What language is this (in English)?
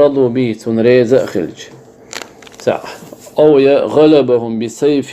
Chechen